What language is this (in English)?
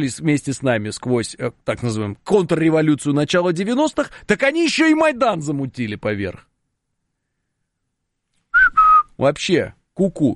Russian